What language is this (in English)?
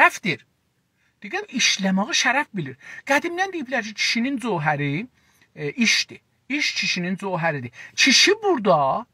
South Azerbaijani